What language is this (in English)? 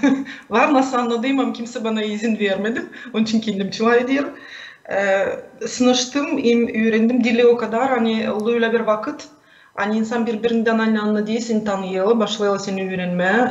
Gagauz